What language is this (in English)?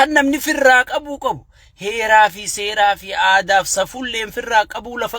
Oromo